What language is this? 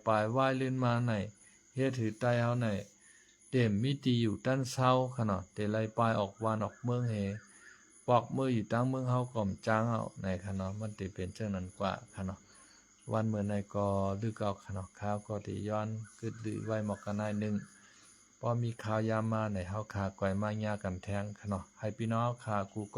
Shan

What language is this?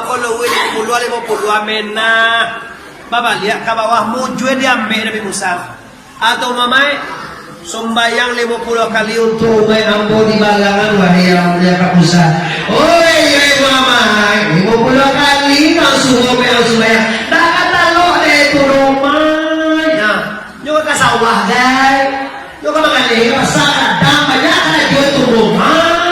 Minangkabau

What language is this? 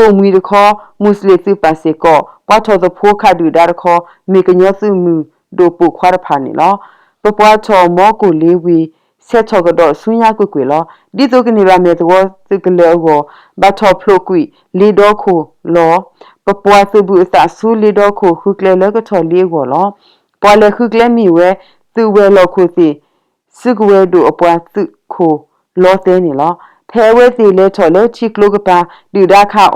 S'gaw Karen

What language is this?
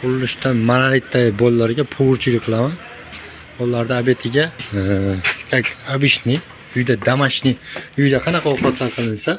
Uzbek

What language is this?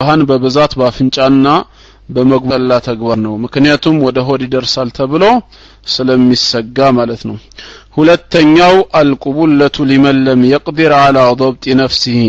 Amharic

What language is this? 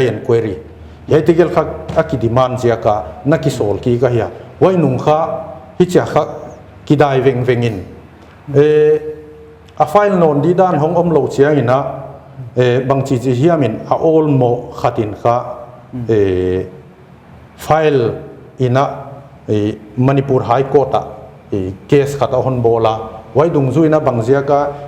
Paite Chin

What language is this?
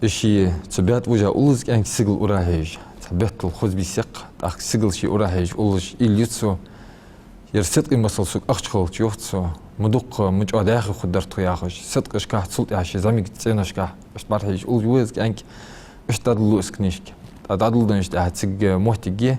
Ingush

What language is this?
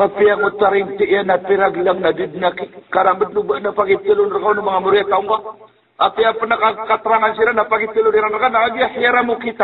Maranao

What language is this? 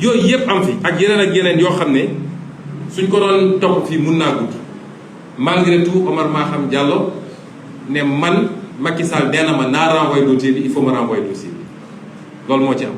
Wolof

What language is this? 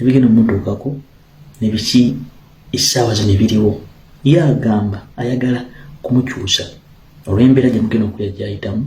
Ganda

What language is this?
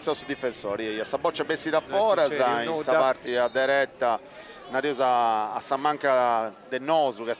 Sardinian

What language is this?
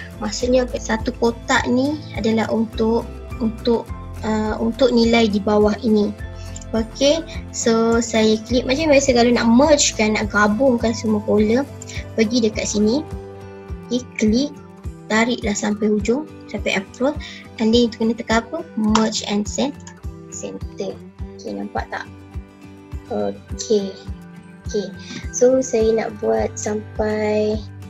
Malay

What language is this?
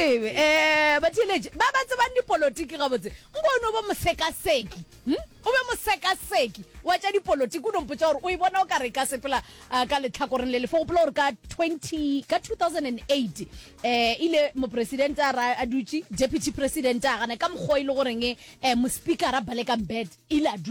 Northern Sotho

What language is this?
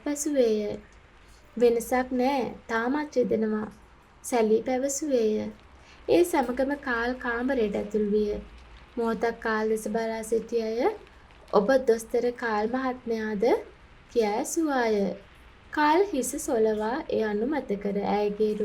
Sinhala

